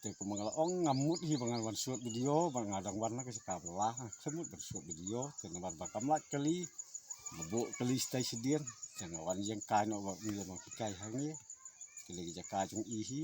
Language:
Khasi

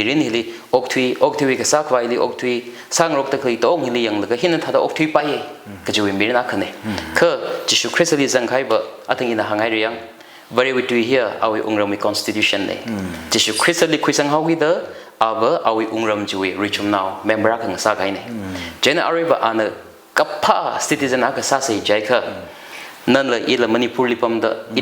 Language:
Tangkhul Naga (India)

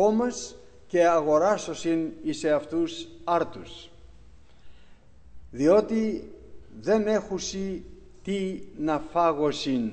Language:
Greek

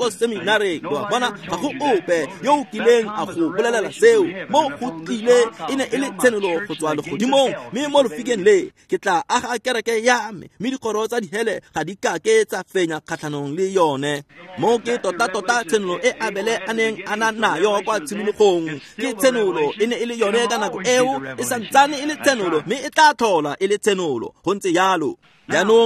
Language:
Tswana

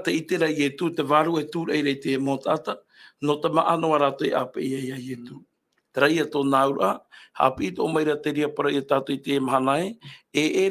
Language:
Tahitian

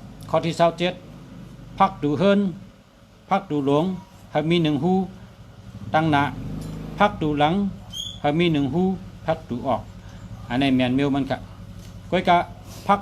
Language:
Shan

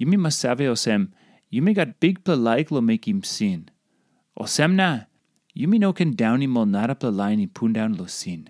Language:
Tok Pisin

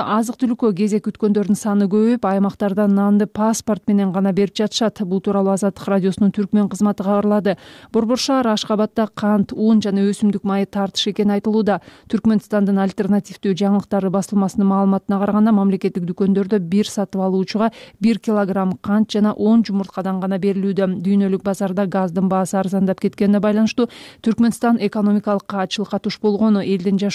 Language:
Kyrgyz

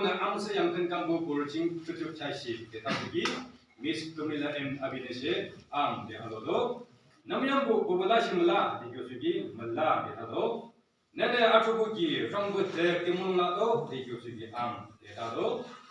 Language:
Yimchungru Naga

